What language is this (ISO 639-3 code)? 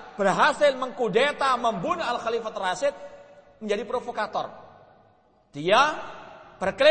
ind